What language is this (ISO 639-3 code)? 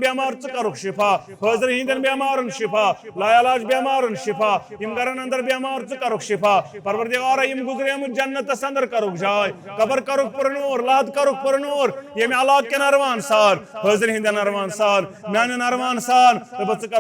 kas